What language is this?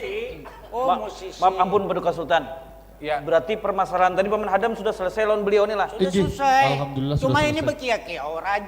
Banjar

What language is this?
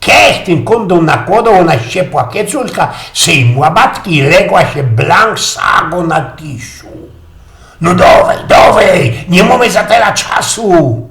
Silesian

